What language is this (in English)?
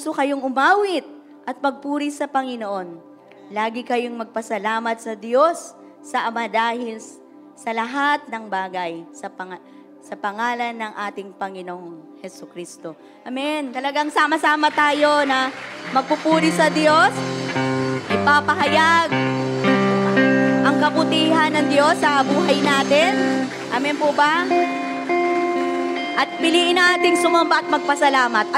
Filipino